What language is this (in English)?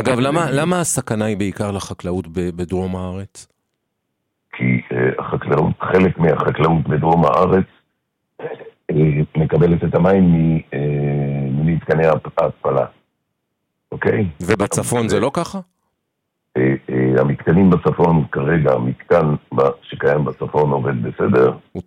Hebrew